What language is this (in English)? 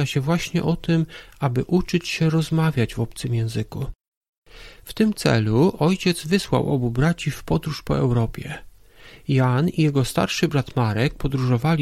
Polish